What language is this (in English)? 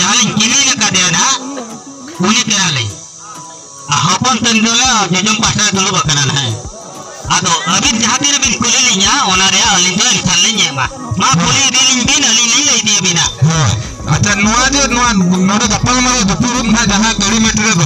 Santali